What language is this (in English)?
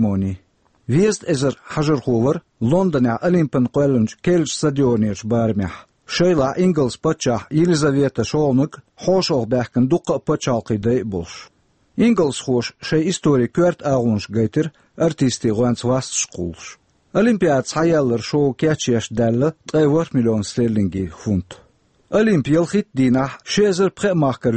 Chechen